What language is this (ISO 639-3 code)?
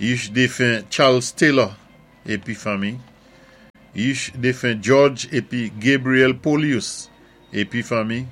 acf